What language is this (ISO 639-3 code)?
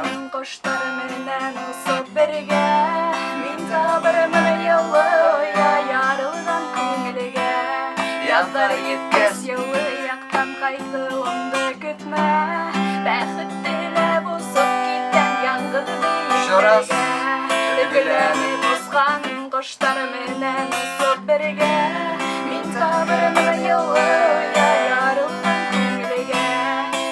bak